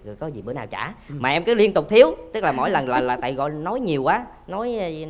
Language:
Vietnamese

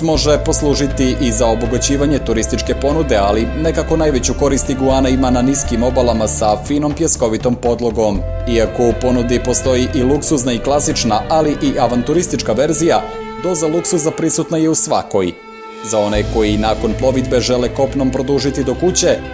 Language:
Croatian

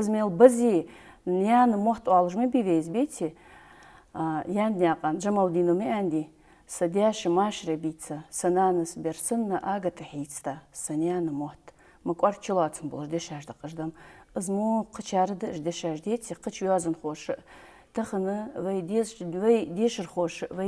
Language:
Ingush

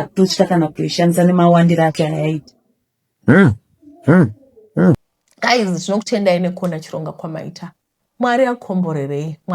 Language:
Shona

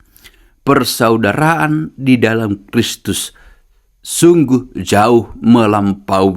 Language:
Batak Toba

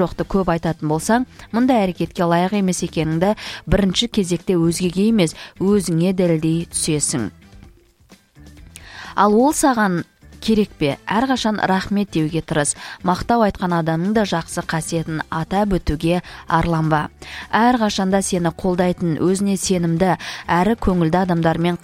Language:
Kazakh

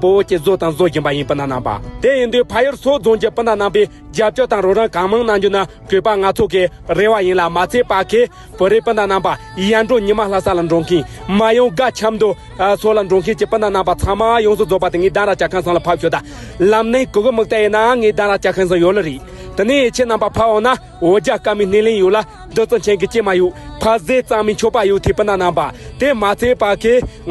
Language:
Tibetan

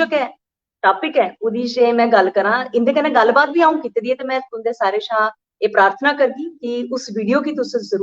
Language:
Dogri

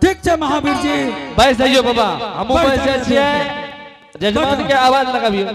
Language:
Angika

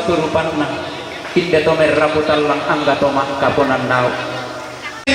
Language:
Toraja-Sa'dan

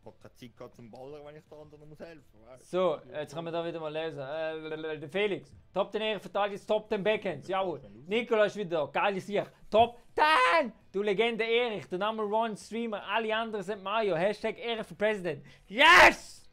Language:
Swiss German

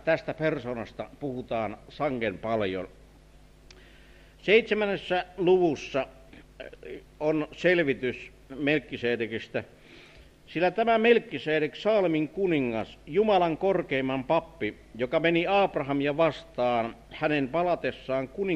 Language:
Finnish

